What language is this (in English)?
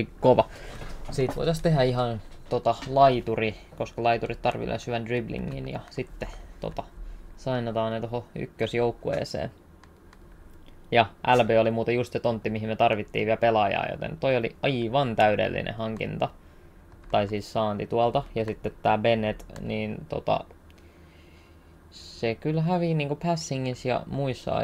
Finnish